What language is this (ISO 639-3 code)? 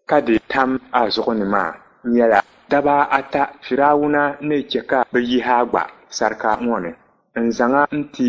dag